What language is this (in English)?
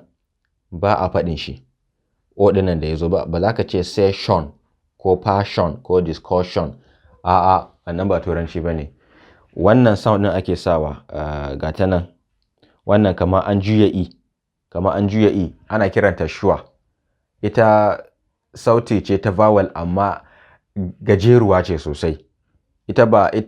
Hausa